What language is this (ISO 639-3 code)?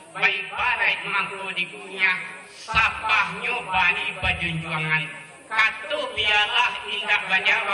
min